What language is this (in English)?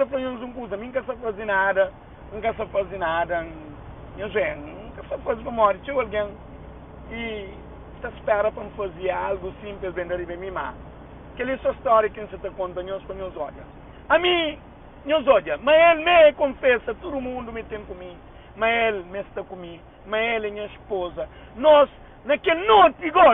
Kabuverdianu